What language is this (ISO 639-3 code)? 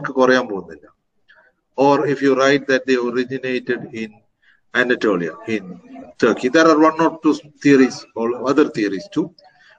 mal